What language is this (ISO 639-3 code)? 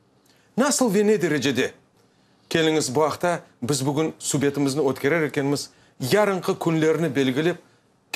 crh